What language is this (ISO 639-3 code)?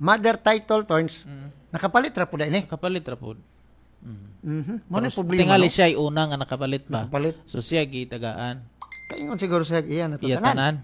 ceb